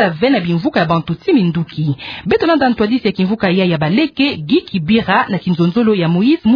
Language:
Kituba (Democratic Republic of Congo)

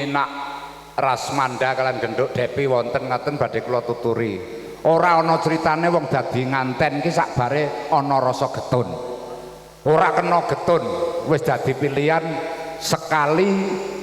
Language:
Javanese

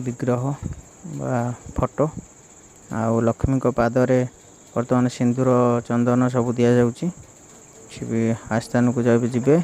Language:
Odia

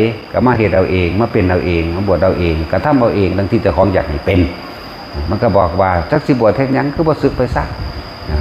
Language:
Northeastern Thai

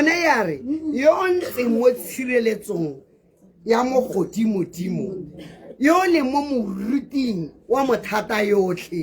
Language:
Tswana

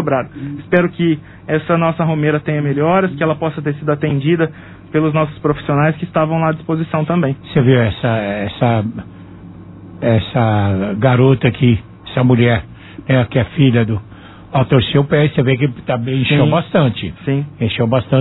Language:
Portuguese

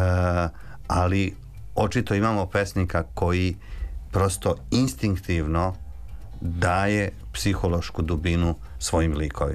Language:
Serbian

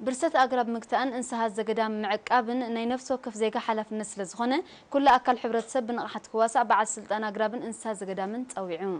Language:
Tigrinya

